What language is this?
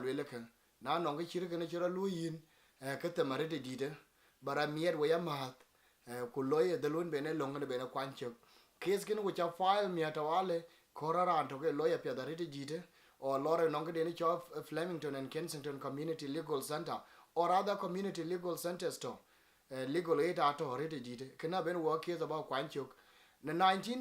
Dinka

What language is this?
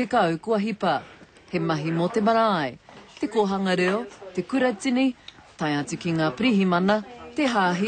Māori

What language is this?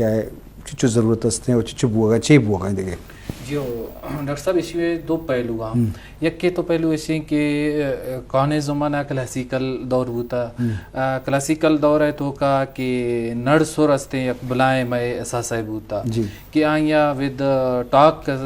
Eastern Balochi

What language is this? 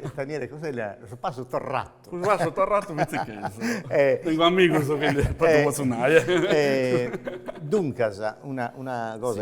Sardinian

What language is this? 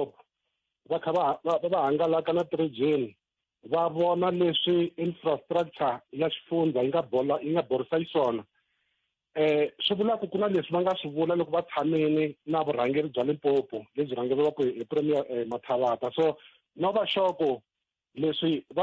Tsonga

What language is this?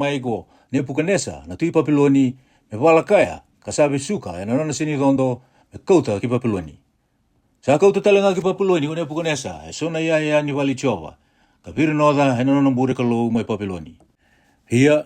Fijian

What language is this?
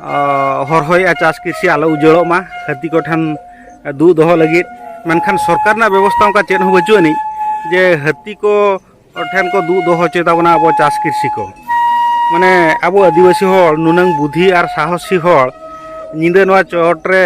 Santali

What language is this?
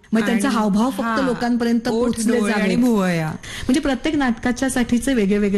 Marathi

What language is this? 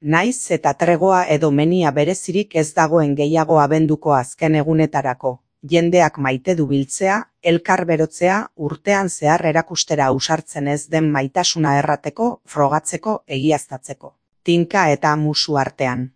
Basque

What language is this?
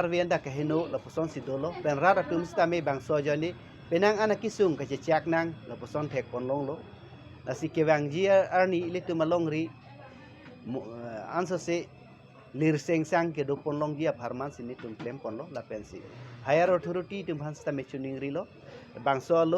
Karbi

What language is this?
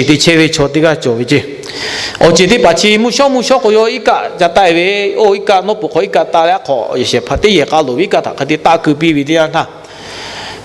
Lahu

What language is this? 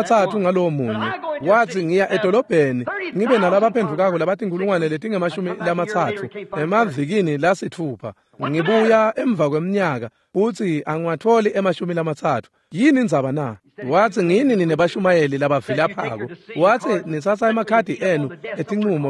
Swati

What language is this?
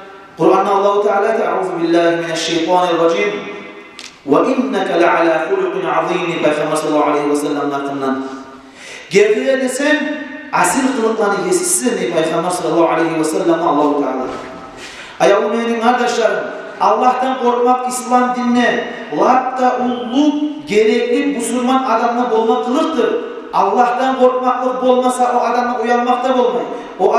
Kumyk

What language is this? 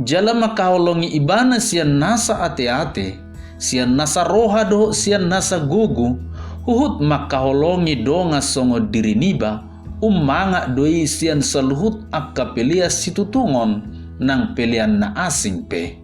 Batak Toba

